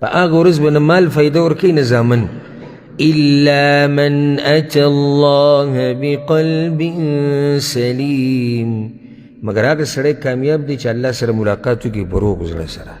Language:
Pashto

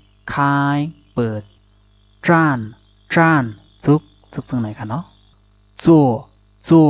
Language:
Shan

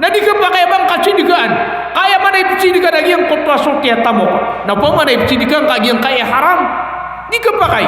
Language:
Maranao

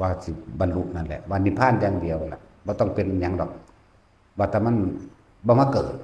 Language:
Northeastern Thai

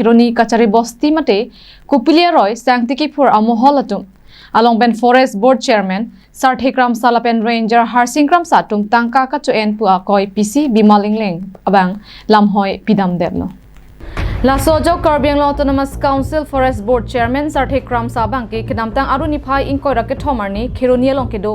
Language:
Karbi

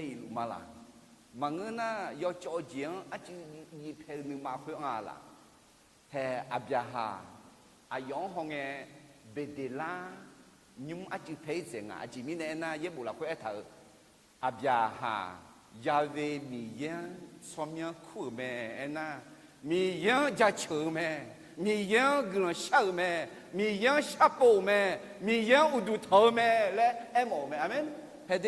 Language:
Akha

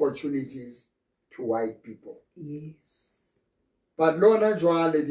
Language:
Southern Sotho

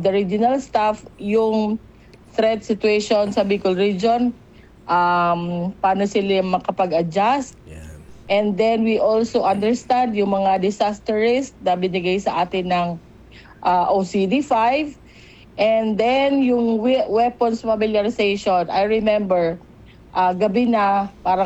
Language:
Filipino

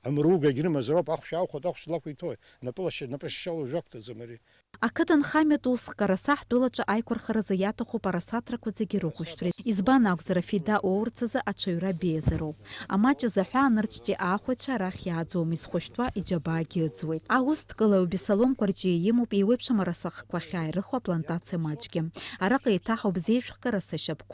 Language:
Abkhazian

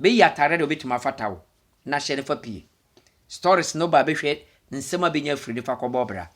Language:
Akan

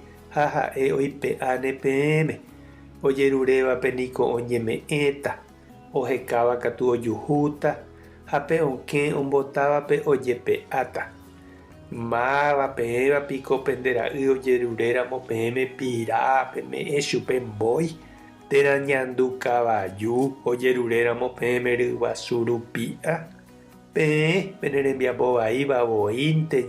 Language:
Guarani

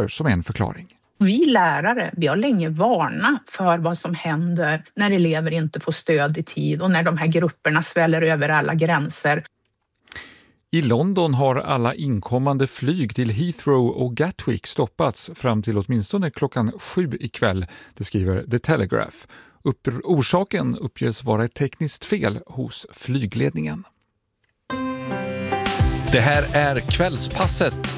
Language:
Swedish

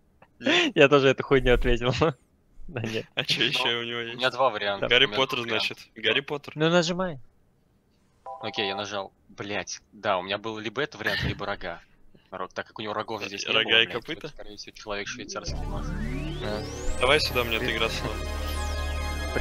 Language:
Russian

